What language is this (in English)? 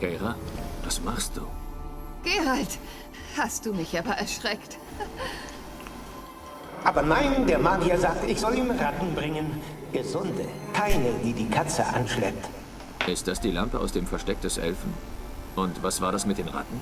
Swiss German